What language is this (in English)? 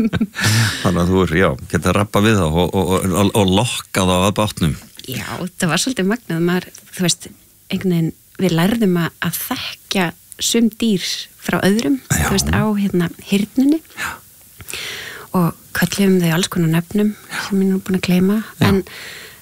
Icelandic